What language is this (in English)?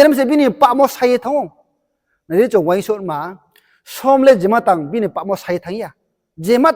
Riang (India)